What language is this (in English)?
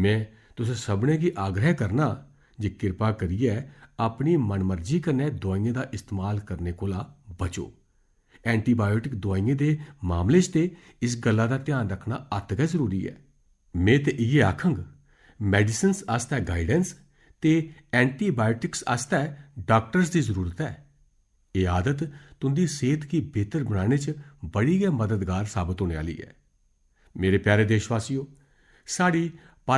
Dogri